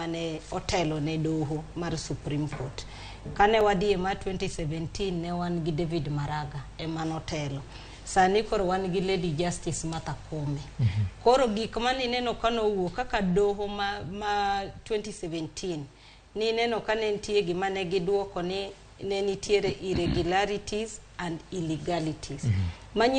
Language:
Luo (Kenya and Tanzania)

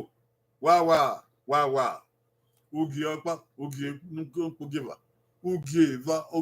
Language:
Bini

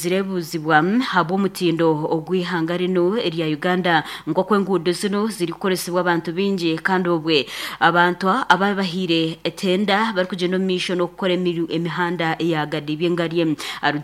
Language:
Nyankole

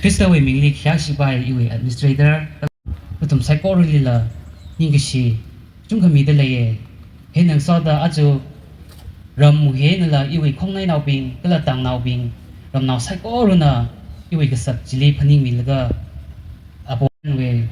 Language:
Tangkhul Naga (India)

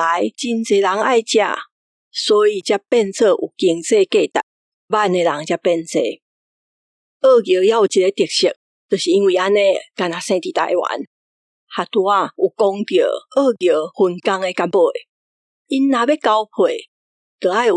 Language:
Min Nan Chinese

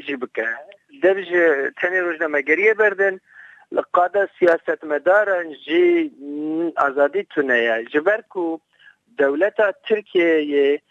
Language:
Kurdish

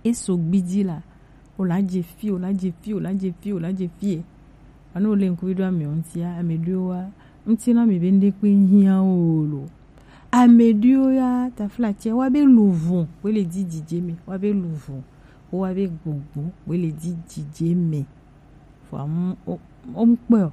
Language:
Gen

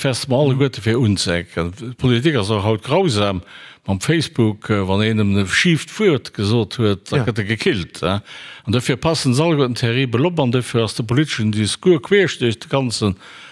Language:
Luxembourgish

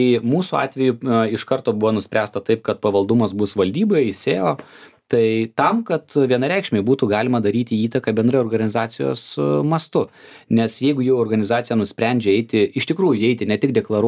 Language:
Lithuanian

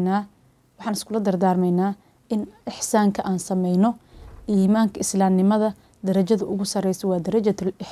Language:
Somali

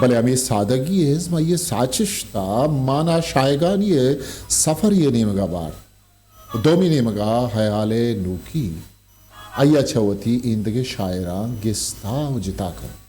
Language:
Eastern Balochi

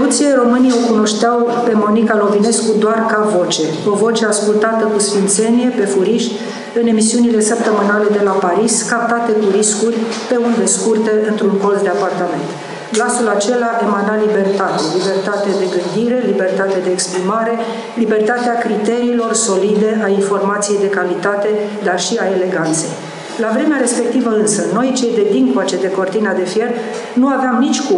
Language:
Romanian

